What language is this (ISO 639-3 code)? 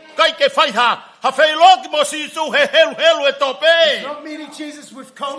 ton